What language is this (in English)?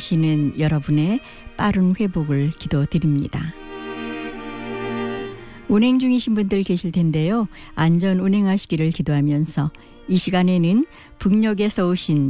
Korean